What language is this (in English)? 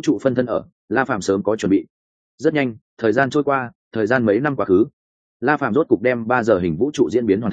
Vietnamese